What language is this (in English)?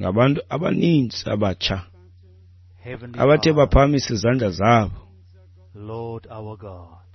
Xhosa